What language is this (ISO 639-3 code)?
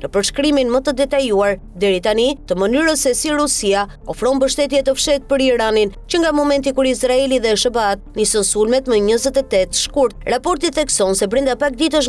sqi